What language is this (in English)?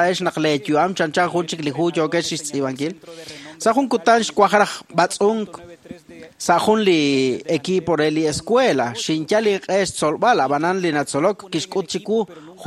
Kekchí